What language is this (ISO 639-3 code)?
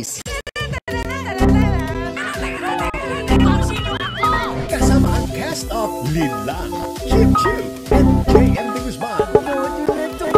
fil